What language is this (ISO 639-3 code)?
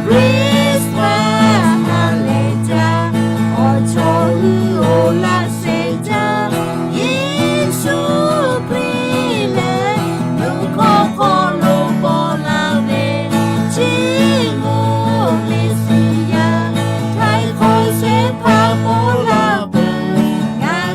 lhu